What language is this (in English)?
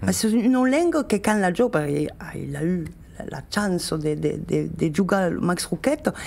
Occitan